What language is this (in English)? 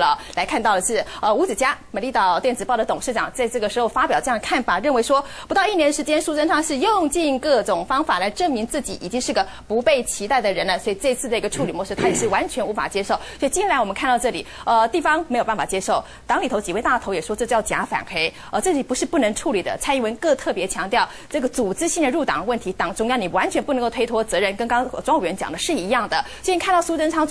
Chinese